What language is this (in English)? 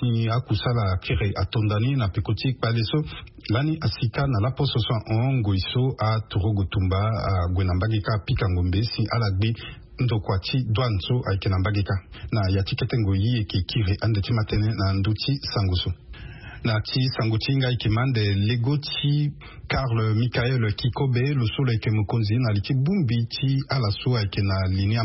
Sango